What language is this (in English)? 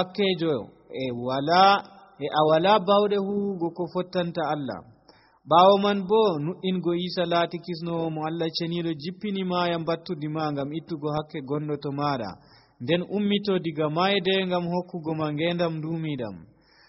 Nigerian Fulfulde